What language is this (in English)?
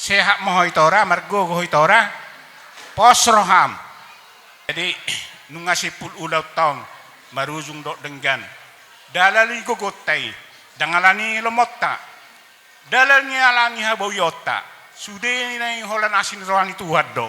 Batak Toba